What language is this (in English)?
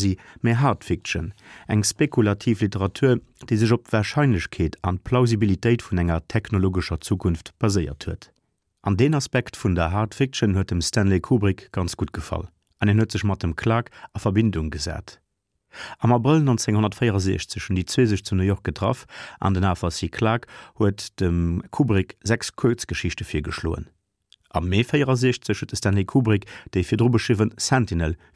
Luxembourgish